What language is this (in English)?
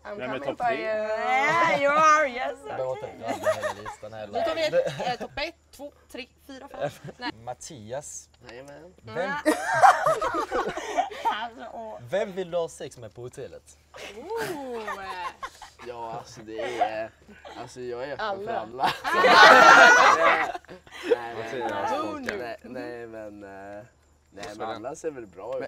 Swedish